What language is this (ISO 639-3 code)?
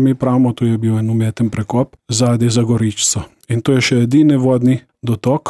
slv